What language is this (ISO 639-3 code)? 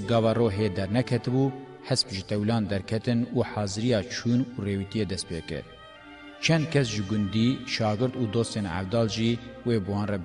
kur